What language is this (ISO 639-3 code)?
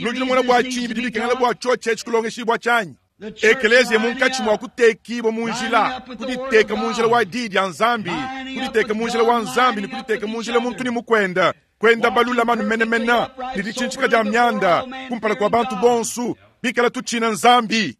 lua